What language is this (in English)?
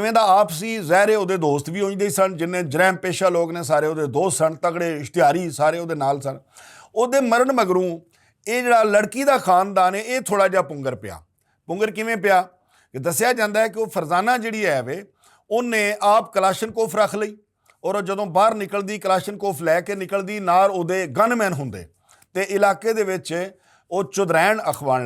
Western Panjabi